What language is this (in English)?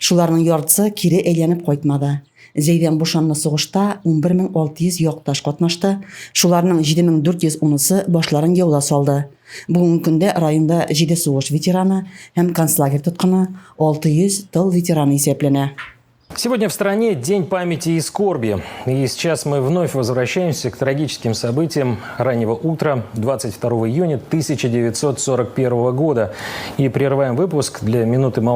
Tatar